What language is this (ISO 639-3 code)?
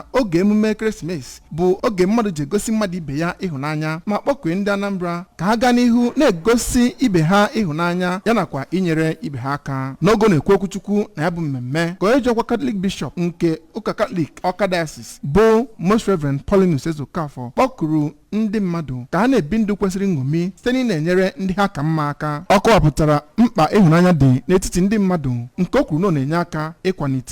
ibo